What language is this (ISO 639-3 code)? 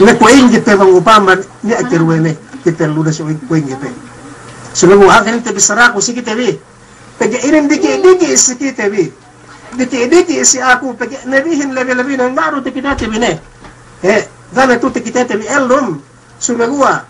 yka